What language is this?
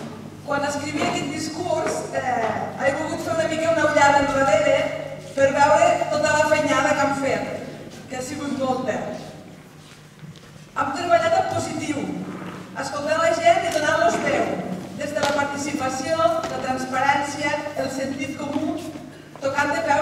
Catalan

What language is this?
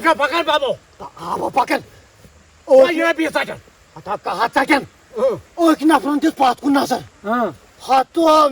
Kashmiri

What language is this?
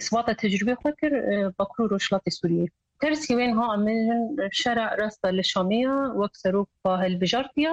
Kurdish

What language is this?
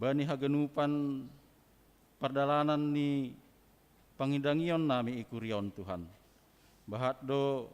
Batak Simalungun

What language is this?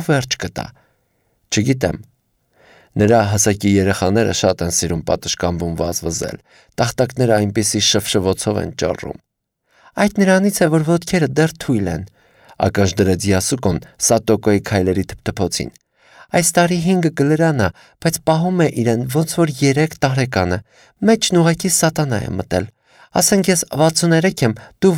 Armenian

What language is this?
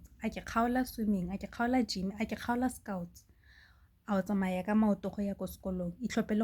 Tswana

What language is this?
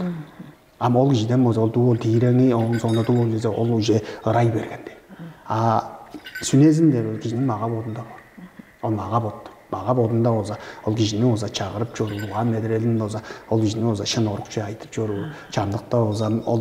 Tuvinian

